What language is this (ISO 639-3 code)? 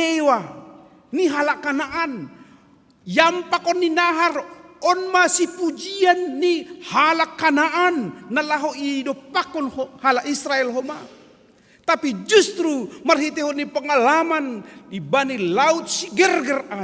bts